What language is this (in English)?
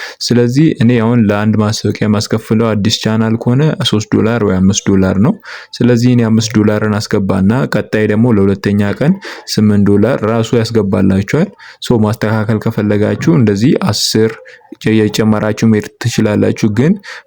Amharic